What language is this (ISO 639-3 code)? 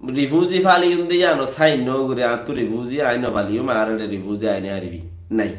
rhg